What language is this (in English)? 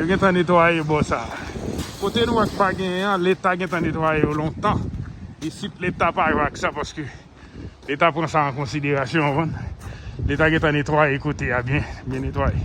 Haitian Creole